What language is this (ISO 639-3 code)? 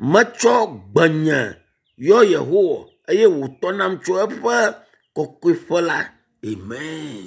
ewe